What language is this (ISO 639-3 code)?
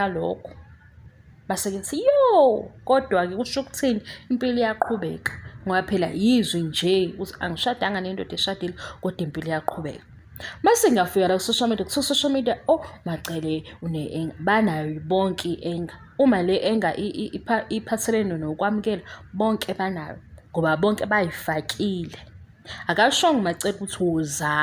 zul